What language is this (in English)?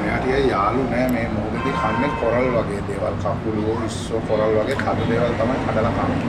Sinhala